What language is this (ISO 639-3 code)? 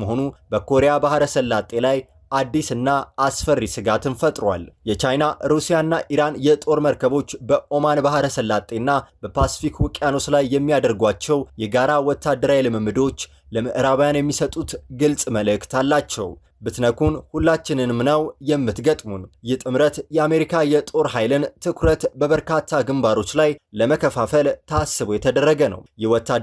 amh